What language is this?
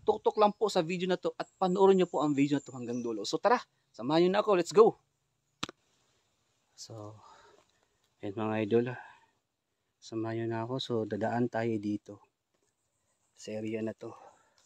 Filipino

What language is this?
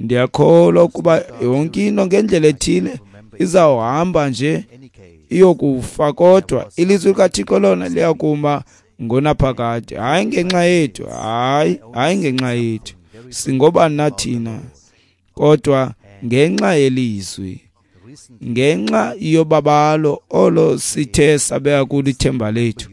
Xhosa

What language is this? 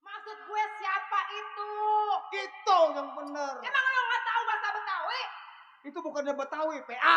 Betawi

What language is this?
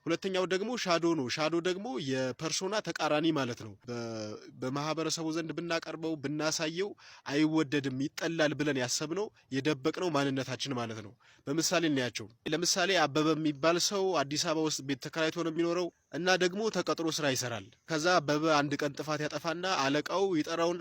Amharic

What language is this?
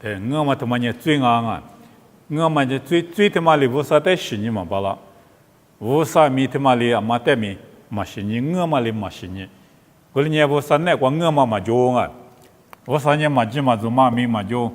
Lisu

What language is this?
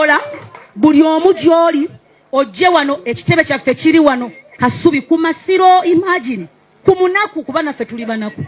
Ganda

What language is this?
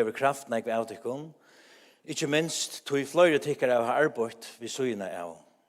Faroese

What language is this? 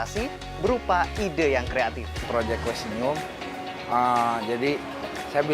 Manado Malay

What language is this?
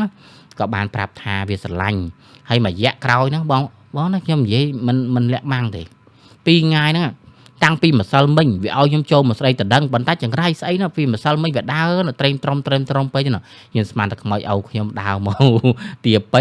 Khmer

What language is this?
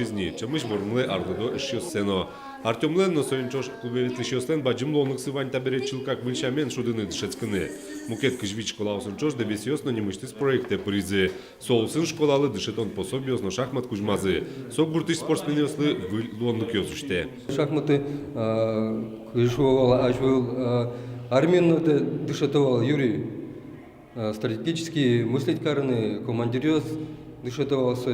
Udmurt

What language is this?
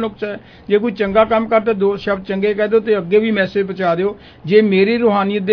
Punjabi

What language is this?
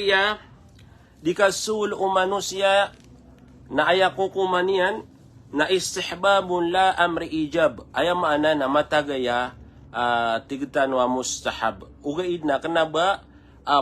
Maranao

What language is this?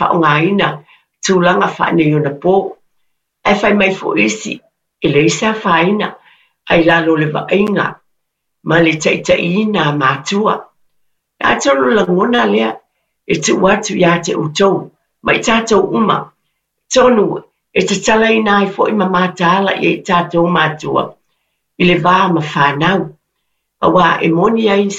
Samoan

